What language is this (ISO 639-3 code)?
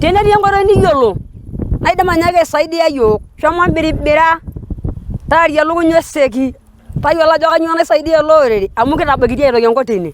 mas